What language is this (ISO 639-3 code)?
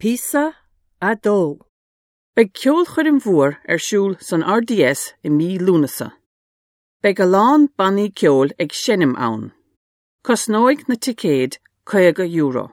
gle